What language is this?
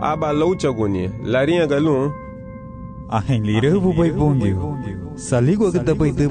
Garifuna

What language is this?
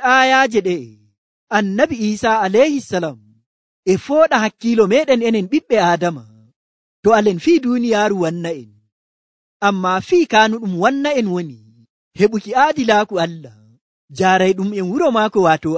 Nigerian Fulfulde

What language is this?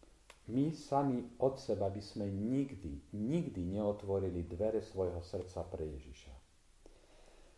Slovak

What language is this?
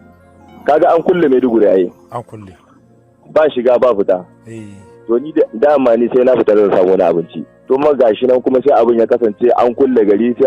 Hausa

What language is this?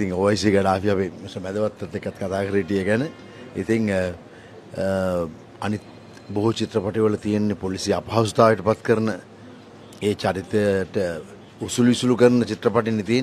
Sinhala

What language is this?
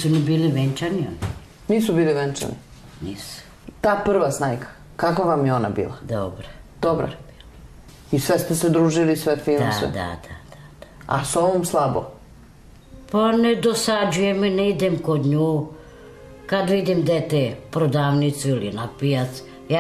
Serbian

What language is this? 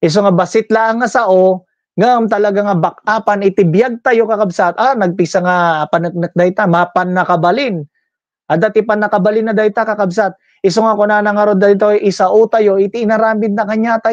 Iloko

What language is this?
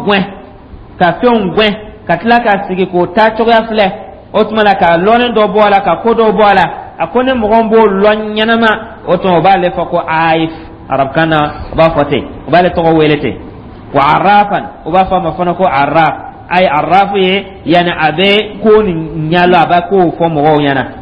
Dyula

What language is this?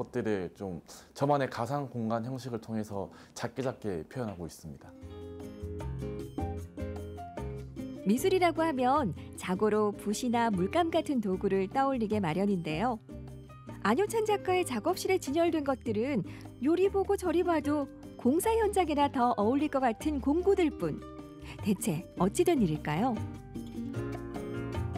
Korean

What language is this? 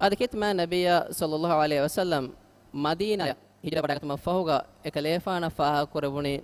Divehi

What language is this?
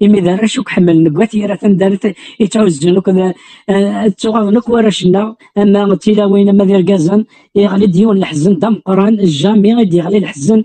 Kabyle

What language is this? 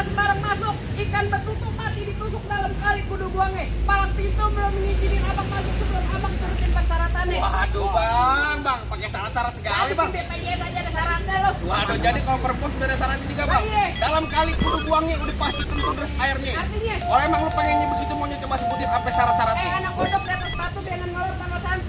Betawi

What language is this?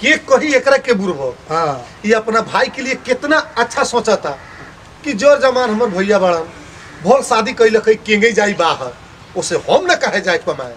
Bhojpuri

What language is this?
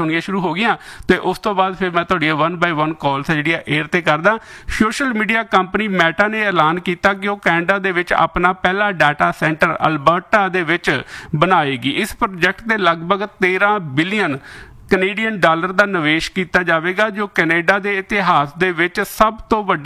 Punjabi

